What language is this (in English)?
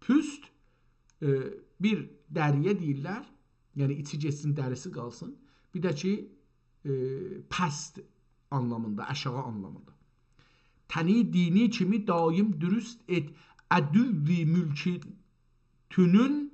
South Azerbaijani